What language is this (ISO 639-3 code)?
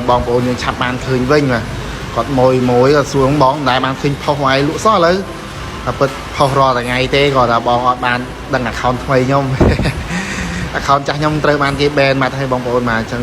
khm